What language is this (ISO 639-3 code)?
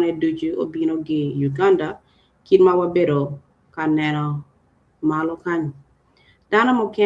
ach